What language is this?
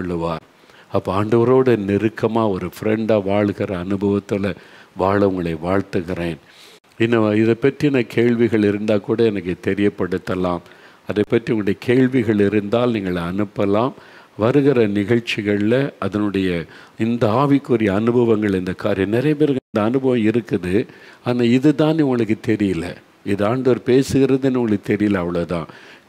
Tamil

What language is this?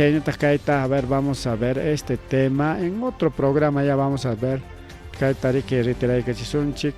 Ayacucho Quechua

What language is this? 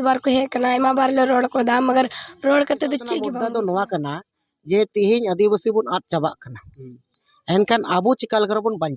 Santali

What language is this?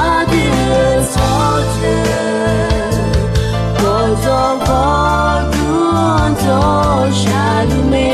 Akha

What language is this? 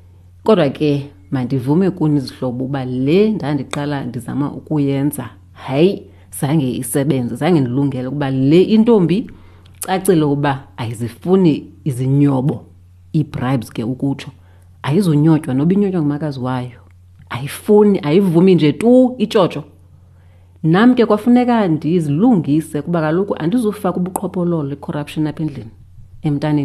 Xhosa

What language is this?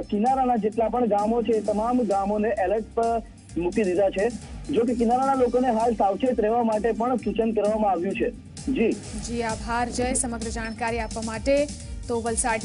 Gujarati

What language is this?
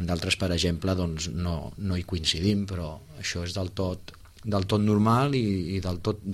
Catalan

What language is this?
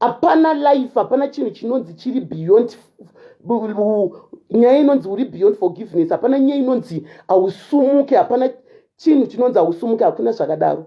Shona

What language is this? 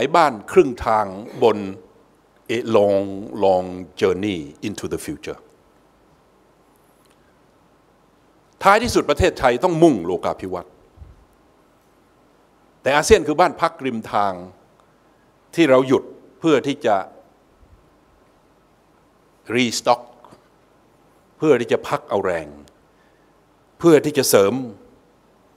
Thai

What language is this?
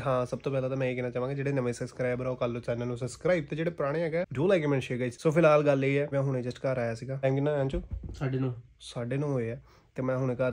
Punjabi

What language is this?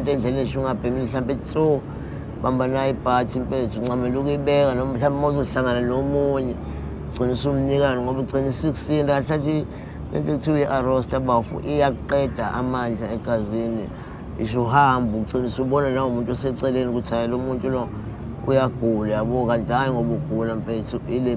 Zulu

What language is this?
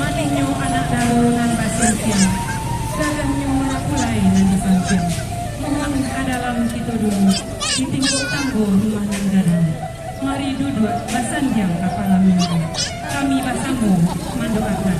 Minangkabau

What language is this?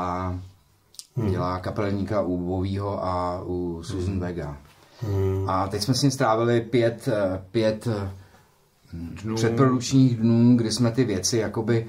Czech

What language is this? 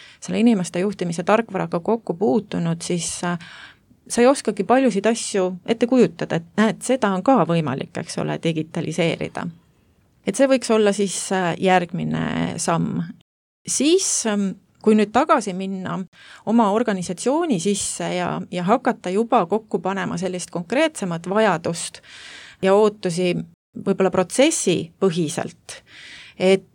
Estonian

